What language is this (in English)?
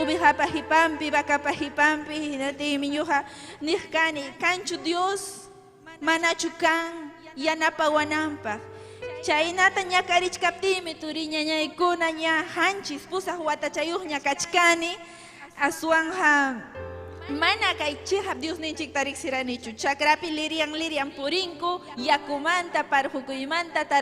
Ayacucho Quechua